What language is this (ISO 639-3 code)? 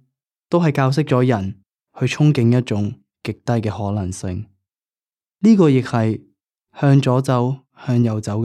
yue